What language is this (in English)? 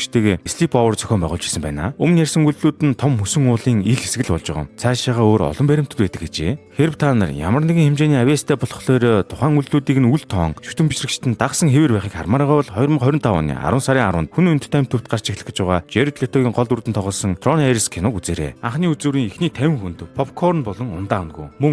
Mongolian